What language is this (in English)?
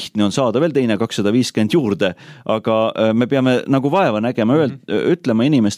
Estonian